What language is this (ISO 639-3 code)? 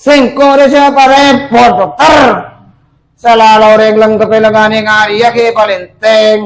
mad